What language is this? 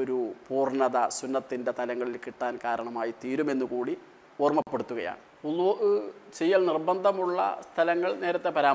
Malayalam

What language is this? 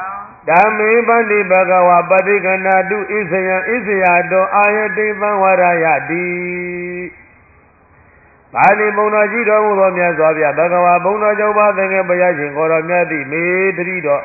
Burmese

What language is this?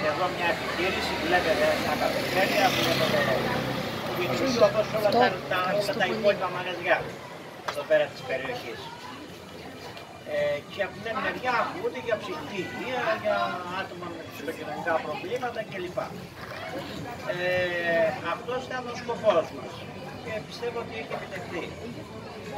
Greek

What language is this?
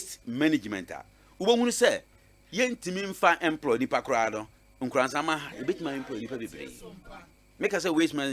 Akan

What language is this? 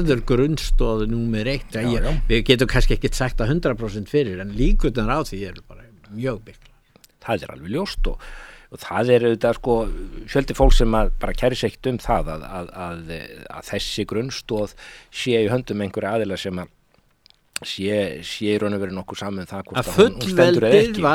Icelandic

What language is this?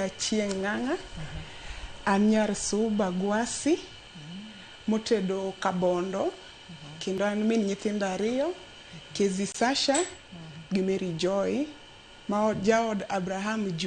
Luo (Kenya and Tanzania)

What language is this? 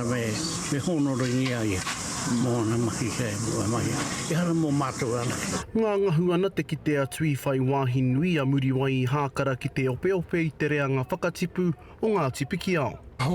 Māori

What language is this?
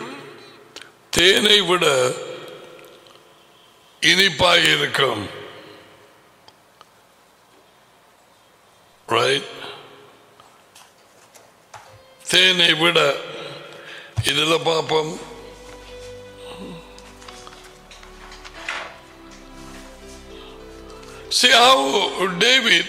Tamil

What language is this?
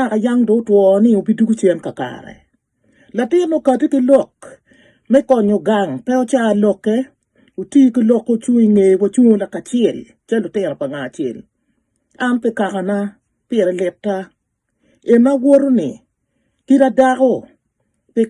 Acoli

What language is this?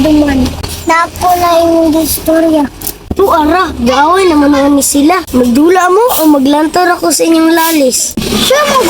Cebuano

